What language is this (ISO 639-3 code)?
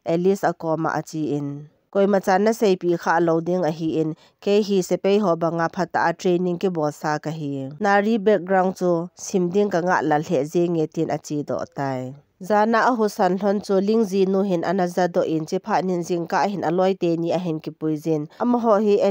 tcz